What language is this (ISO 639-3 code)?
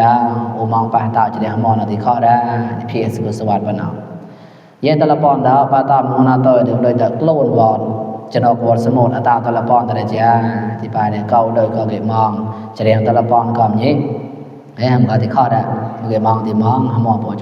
mnw